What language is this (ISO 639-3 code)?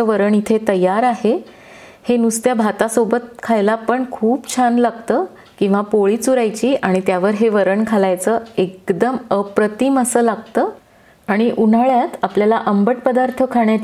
mar